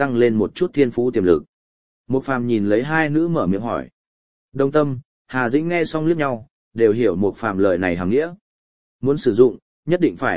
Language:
Vietnamese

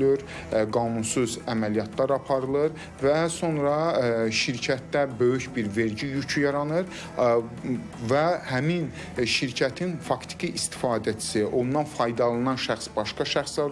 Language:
Azerbaijani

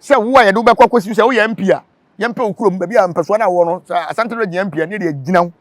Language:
Akan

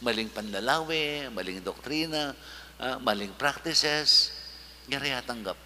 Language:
Pampanga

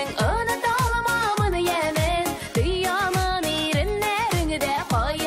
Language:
Tatar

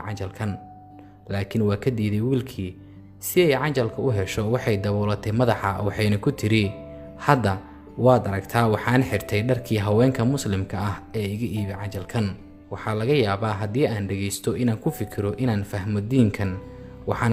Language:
Somali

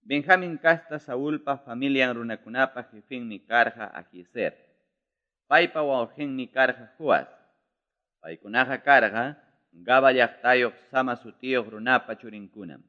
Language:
Ayacucho Quechua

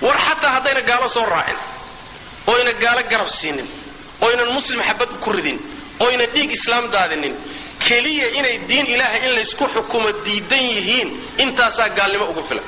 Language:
Somali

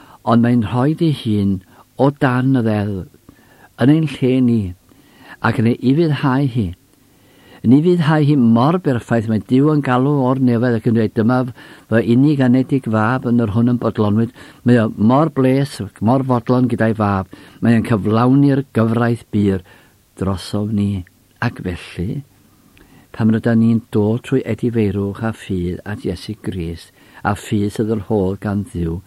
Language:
Welsh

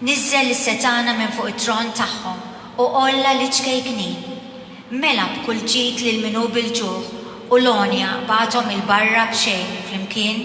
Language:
Maltese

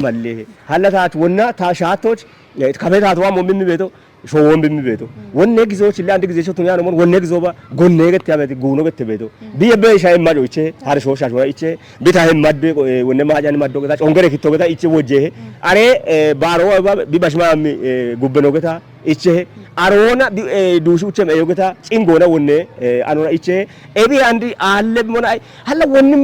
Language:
Kafa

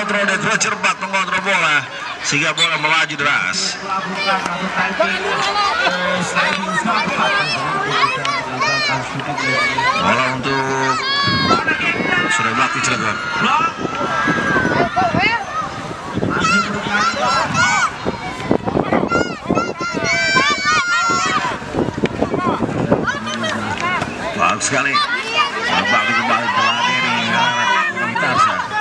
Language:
Indonesian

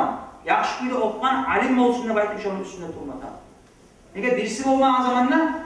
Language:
Kumyk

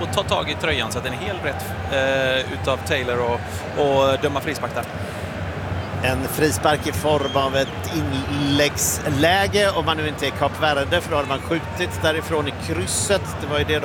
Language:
Swedish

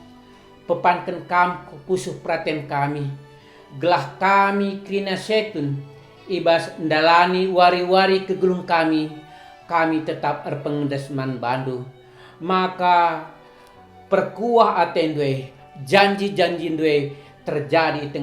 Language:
Batak Karo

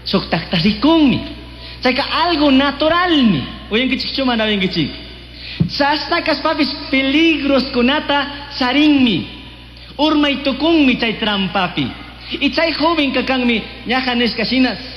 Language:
Chimborazo Highland Quichua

